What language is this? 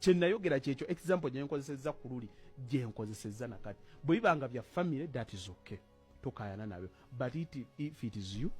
Ganda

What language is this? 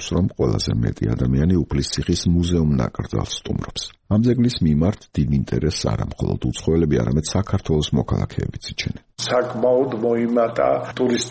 Georgian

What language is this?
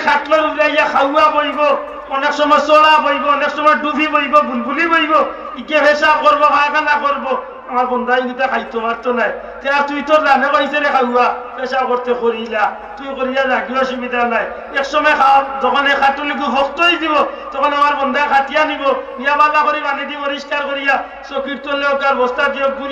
Sylheti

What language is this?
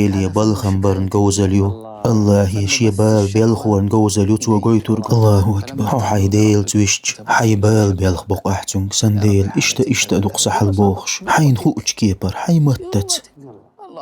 Chechen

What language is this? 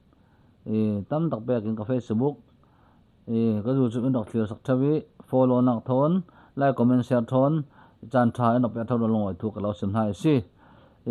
Falam Chin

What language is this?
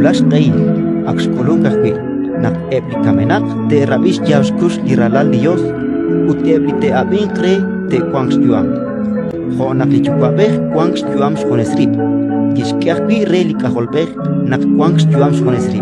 Kekchí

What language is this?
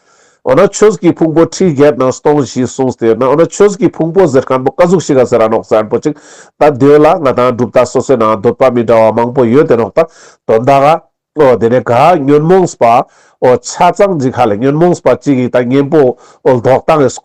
Ladakhi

